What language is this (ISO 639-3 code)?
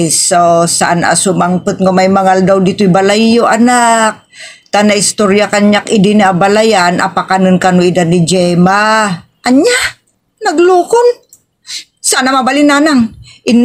ilo